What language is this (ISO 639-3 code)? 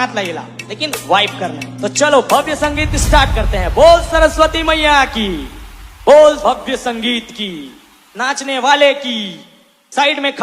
hne